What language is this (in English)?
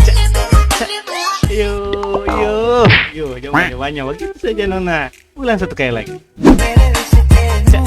Ambonese Malay